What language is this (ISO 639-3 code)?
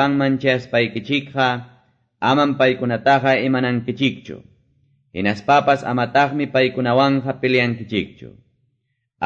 que